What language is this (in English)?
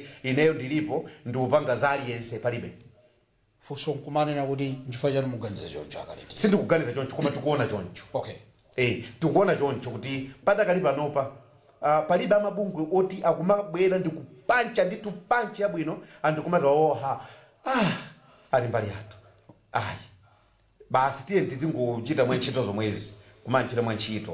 Nyanja